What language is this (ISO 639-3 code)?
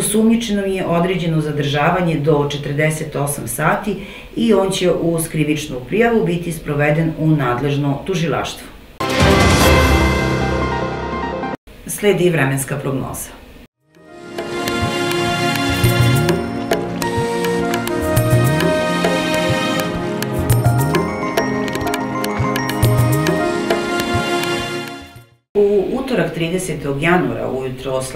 srp